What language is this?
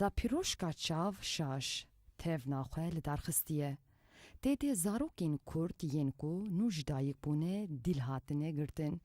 Kurdish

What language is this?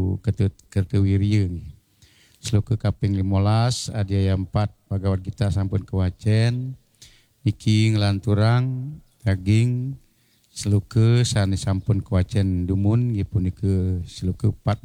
Balinese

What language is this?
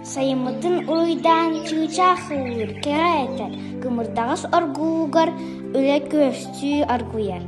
Yakut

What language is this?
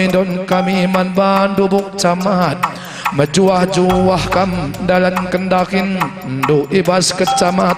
Batak Karo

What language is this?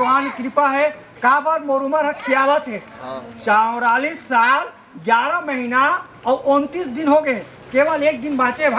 Chhattisgarhi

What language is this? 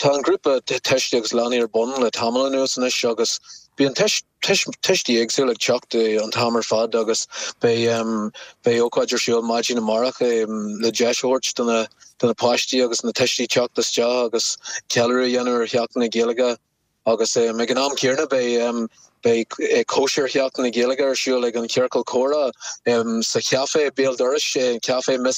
Irish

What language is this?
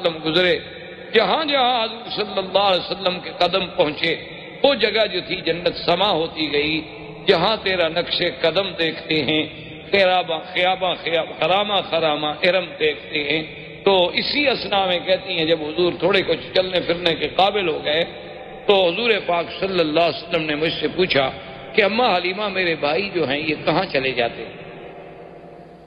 Urdu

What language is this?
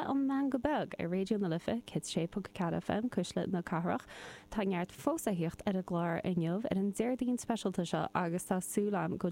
Irish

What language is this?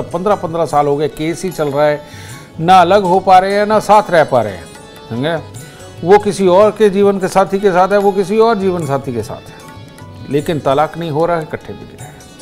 Hindi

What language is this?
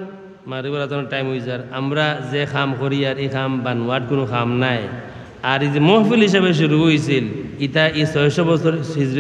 Sylheti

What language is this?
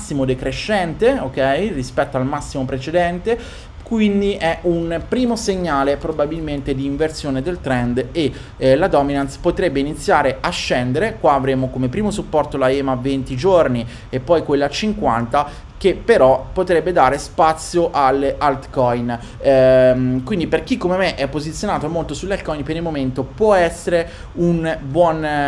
Italian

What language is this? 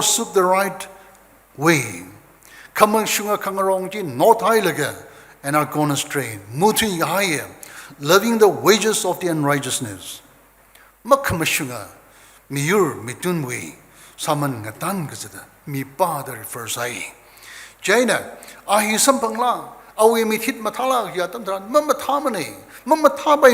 Tangkhul Naga (India)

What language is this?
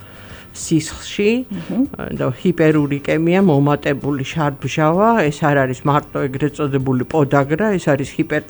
Georgian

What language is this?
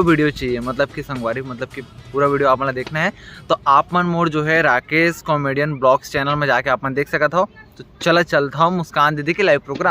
Chhattisgarhi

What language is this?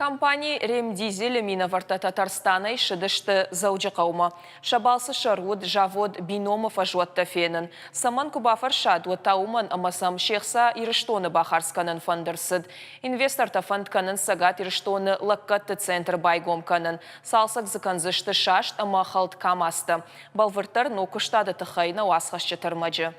Ossetic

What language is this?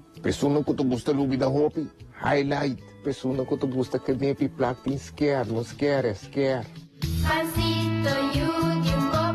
Papiamento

